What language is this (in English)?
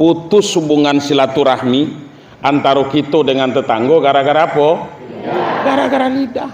Minangkabau